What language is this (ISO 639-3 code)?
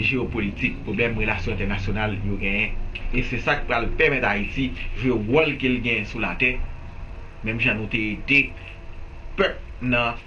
hat